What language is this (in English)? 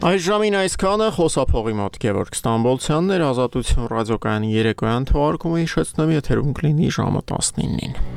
Armenian